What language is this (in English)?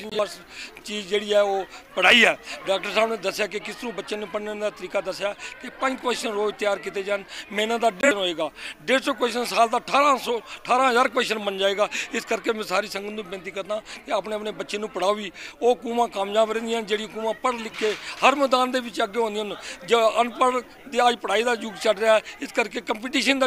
Punjabi